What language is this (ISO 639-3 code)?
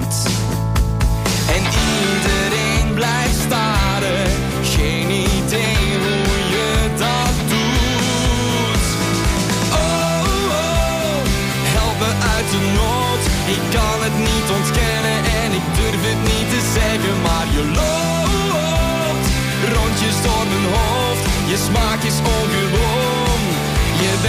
nld